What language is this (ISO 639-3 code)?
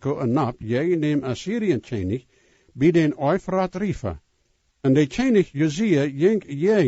pdt